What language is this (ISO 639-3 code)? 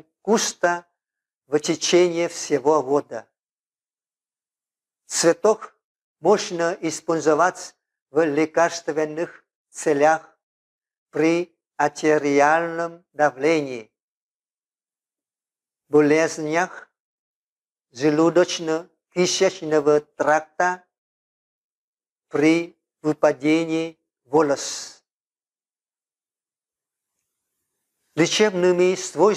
rus